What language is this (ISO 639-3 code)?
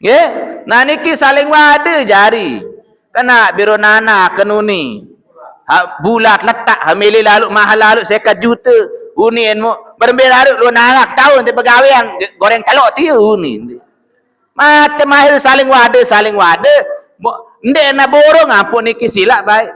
sas